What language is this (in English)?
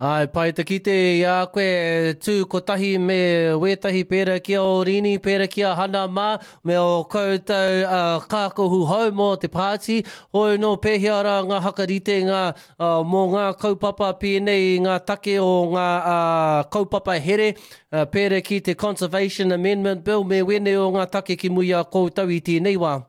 Māori